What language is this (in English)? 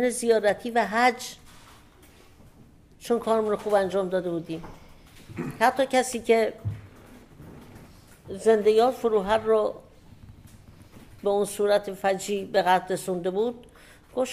Persian